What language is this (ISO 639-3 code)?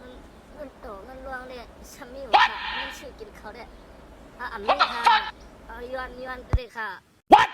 shn